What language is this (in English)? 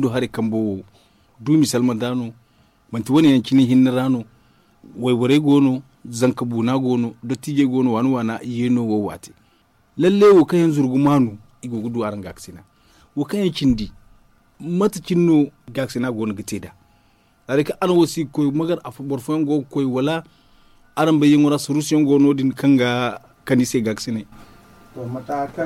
Zarma